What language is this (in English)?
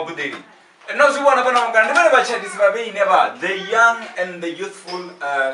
Venda